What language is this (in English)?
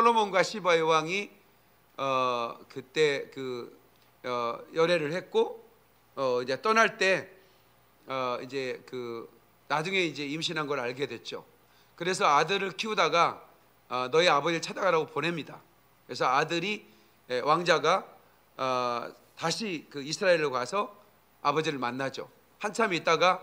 Korean